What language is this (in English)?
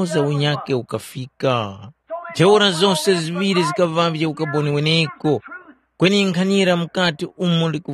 Tumbuka